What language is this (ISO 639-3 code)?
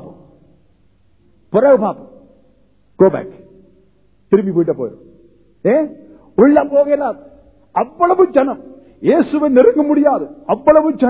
tam